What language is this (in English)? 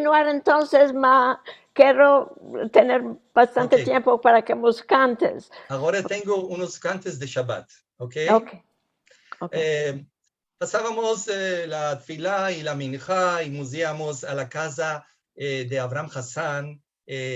Ladino